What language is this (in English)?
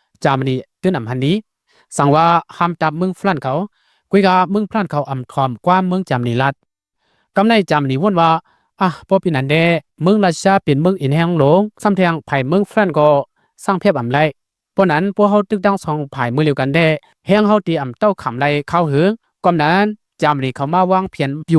Lao